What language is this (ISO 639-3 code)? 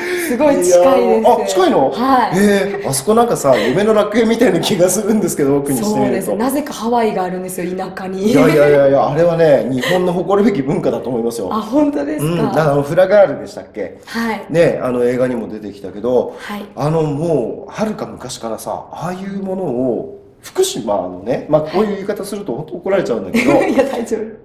jpn